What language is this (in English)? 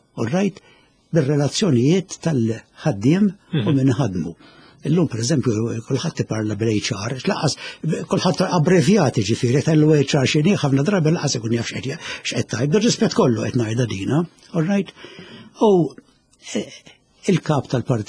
Maltese